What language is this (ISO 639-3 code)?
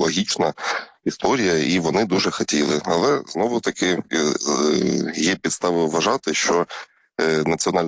ukr